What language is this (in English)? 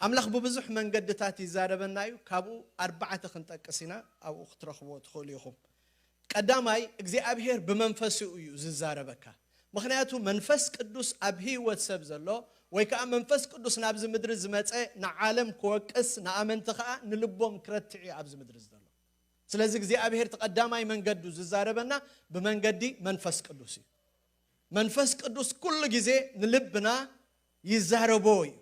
Tigrinya